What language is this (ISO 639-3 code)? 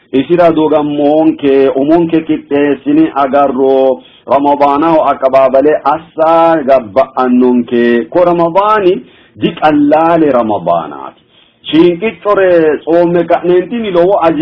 sid